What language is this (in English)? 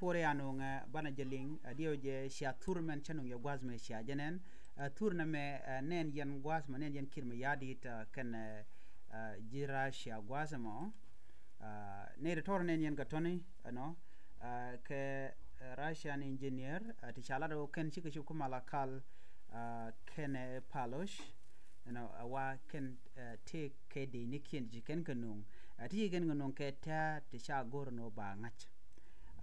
Nuer